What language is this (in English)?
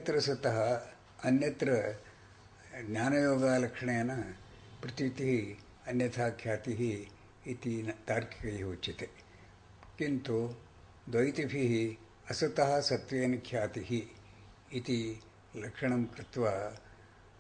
Sanskrit